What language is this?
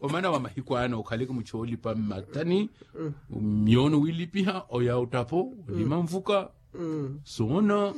Makhuwa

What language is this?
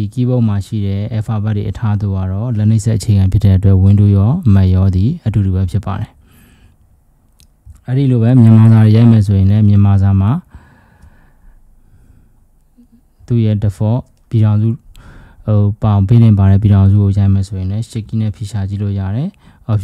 Burmese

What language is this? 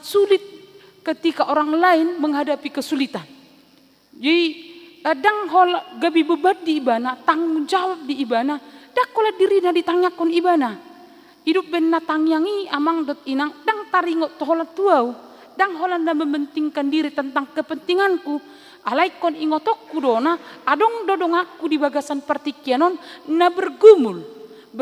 Batak Toba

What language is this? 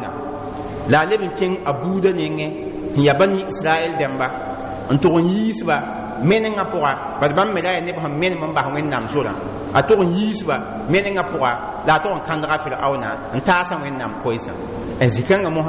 Mossi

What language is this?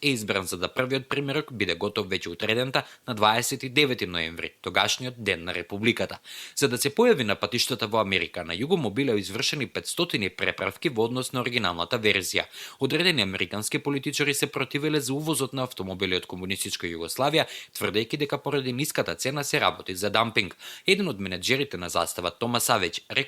Macedonian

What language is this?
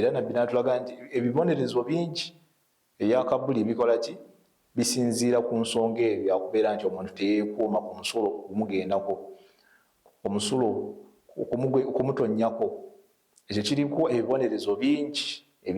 Ganda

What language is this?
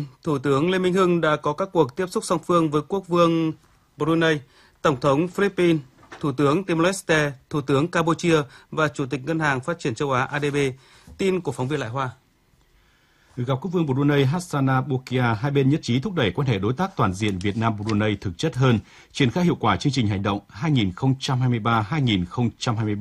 Vietnamese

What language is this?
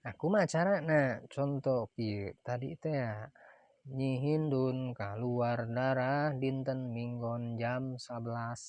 Sundanese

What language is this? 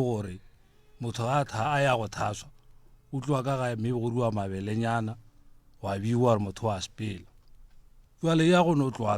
Northern Sotho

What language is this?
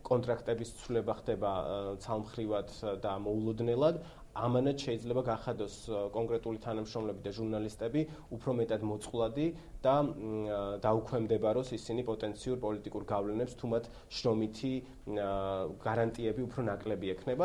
Georgian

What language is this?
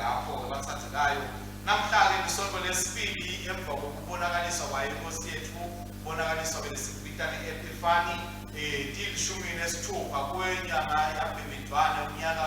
Swati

